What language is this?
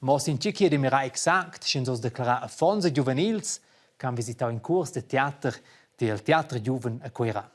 Romansh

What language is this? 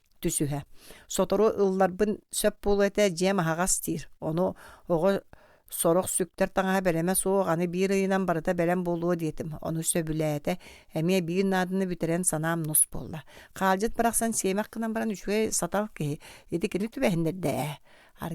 Yakut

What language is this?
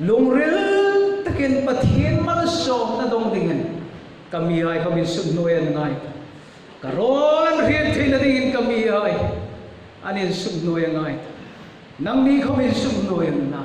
Hmar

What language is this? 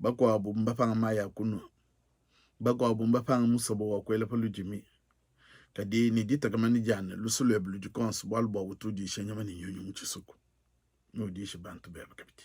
Luba-Lulua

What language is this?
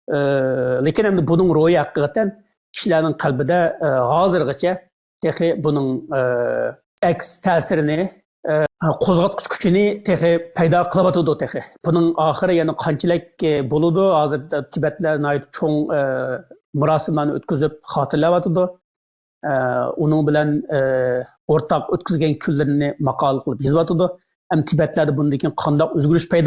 Uyghur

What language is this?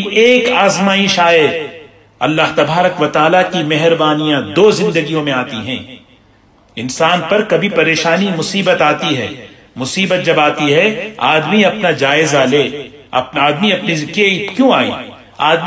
Urdu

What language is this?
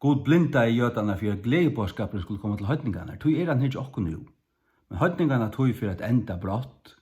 Faroese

